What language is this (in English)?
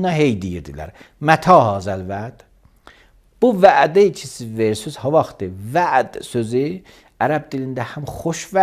Azerbaijani